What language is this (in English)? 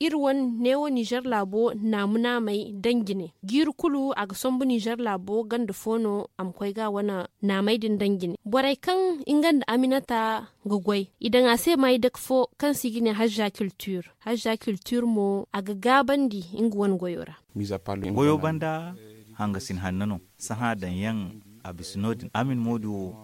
Zarma